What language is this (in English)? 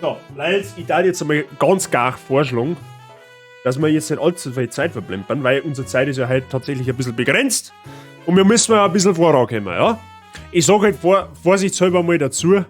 Bavarian